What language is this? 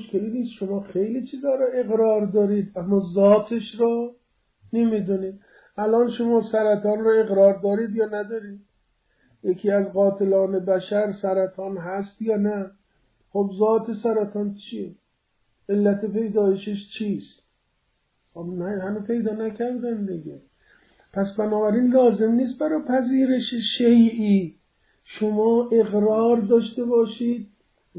Persian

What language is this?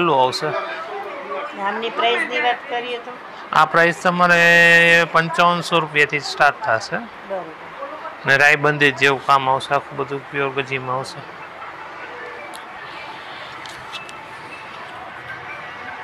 Gujarati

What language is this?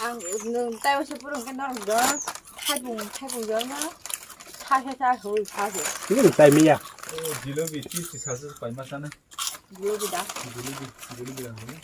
Kok Borok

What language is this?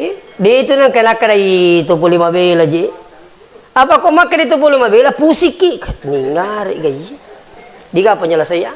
Buginese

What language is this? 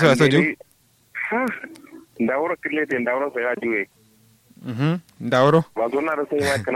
Kanuri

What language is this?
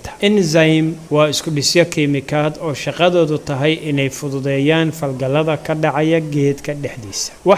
Somali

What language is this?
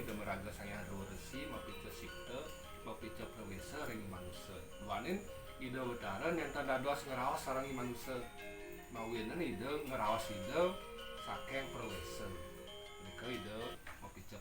Balinese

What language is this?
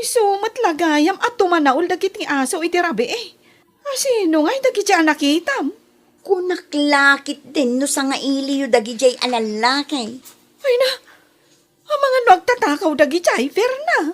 Iloko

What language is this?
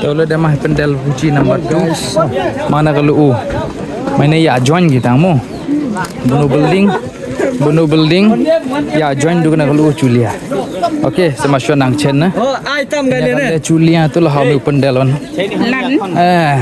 Khasi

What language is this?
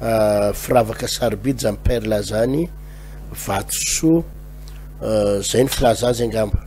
Malagasy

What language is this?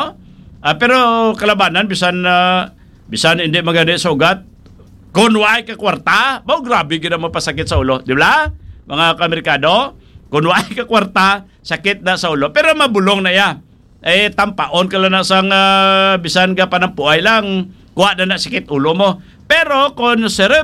Hiligaynon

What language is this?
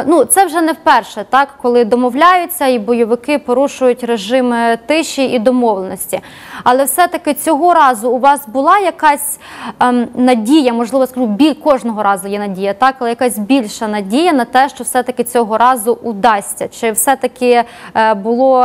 Ukrainian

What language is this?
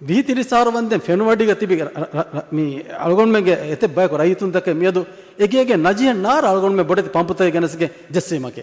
Divehi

